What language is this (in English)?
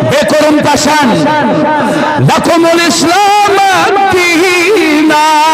Kashmiri